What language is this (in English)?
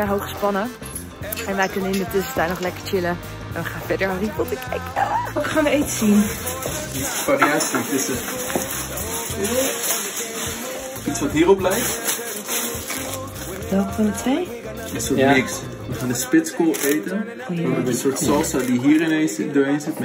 Dutch